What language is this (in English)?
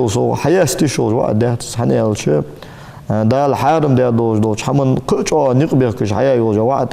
Ingush